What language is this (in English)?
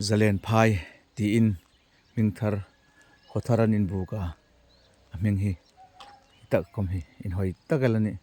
Hmar